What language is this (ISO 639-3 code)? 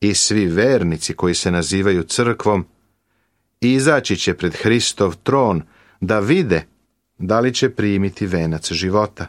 srp